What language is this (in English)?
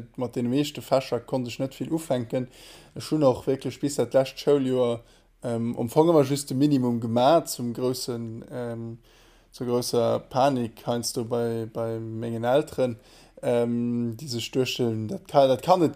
Luxembourgish